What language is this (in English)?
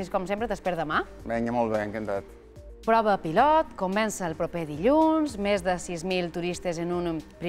Catalan